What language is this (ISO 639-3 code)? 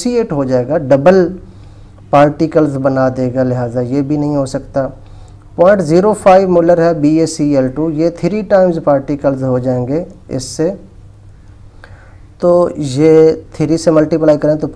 hin